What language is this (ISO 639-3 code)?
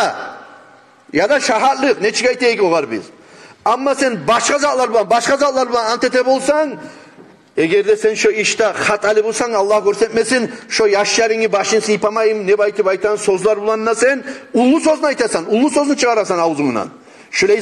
kum